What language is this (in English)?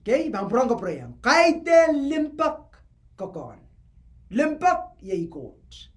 Pohnpeian